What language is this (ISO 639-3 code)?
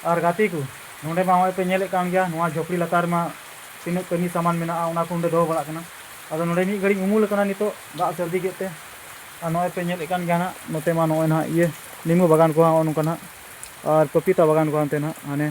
sat